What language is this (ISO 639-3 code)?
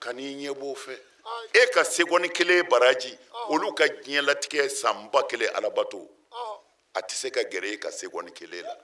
bam